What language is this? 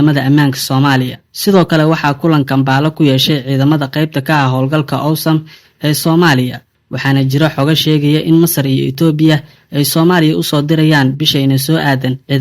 Somali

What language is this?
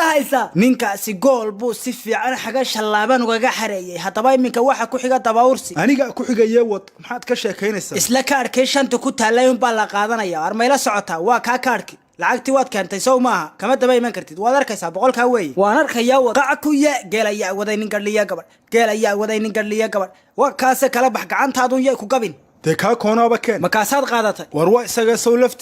Somali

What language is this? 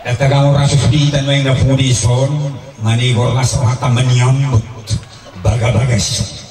Batak Toba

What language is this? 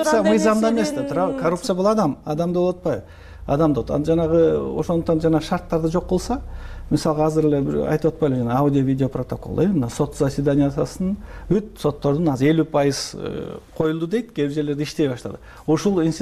Kyrgyz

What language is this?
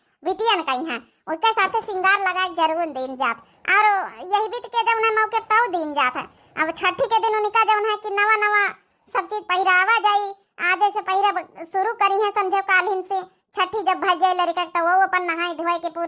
Awadhi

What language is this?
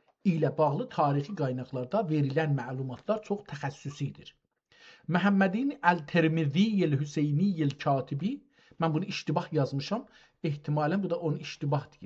South Azerbaijani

